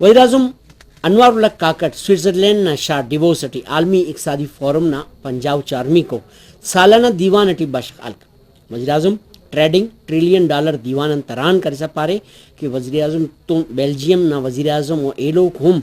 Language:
Brahui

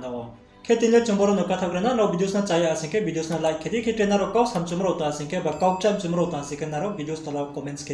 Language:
Riang (India)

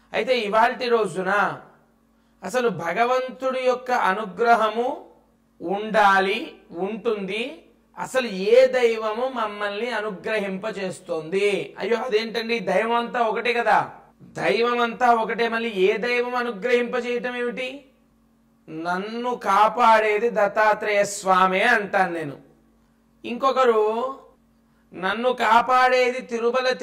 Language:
Telugu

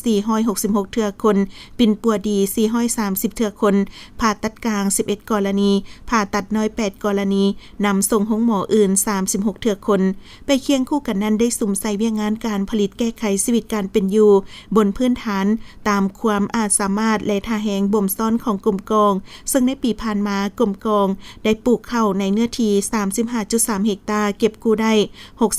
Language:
Lao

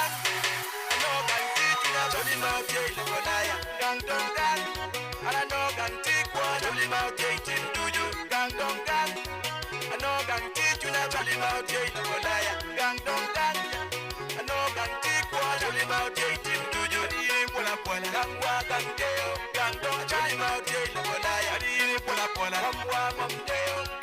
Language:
Acoli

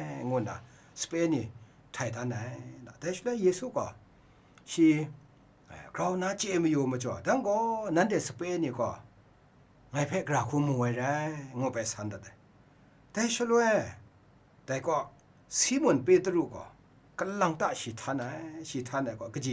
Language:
Kachin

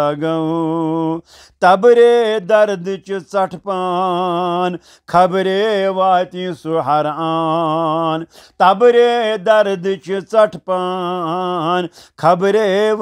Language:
Kashmiri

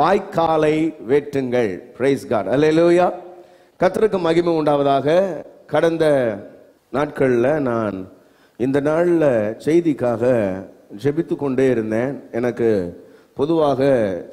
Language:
Tamil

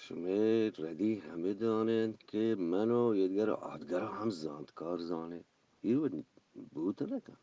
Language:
Eastern Balochi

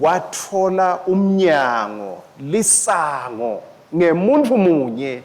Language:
Swati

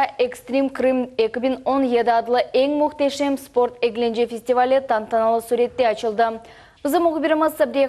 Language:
Crimean Tatar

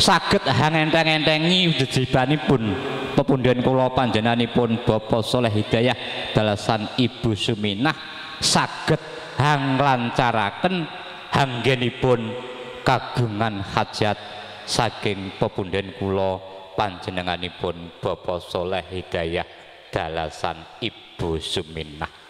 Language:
Javanese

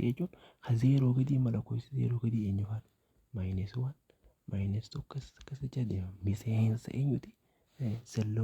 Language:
Oromo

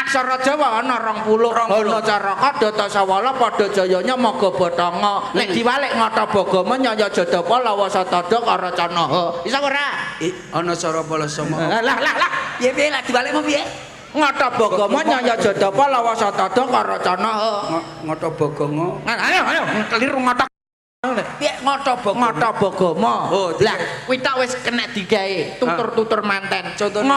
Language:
Javanese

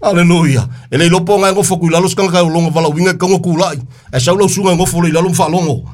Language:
Samoan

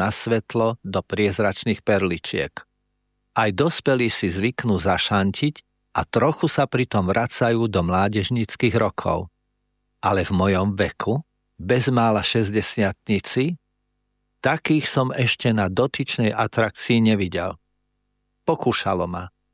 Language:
Slovak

